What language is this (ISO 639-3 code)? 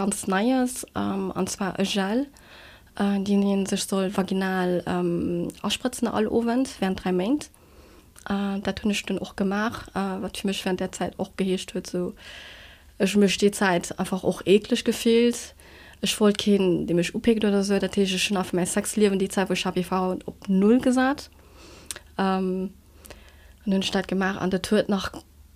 ltz